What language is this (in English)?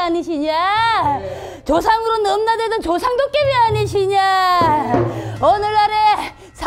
Korean